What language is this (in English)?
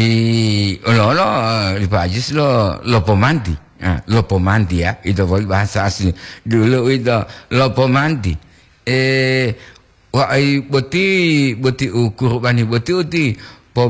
Gorontalo